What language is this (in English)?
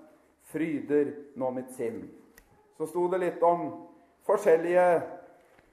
Norwegian